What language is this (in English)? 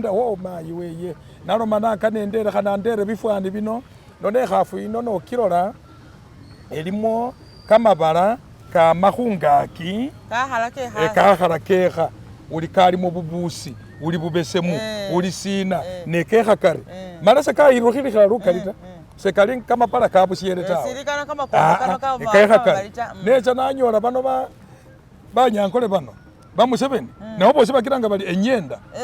Masaaba